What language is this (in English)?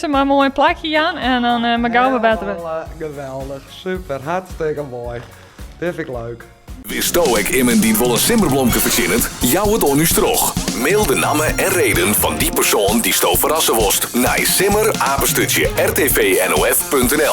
Western Frisian